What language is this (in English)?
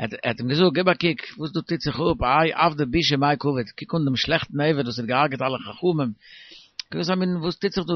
Yiddish